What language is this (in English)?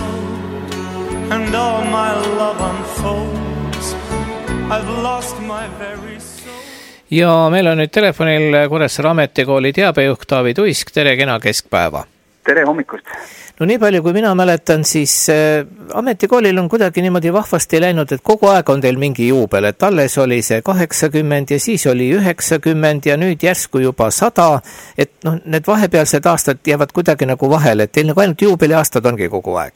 Estonian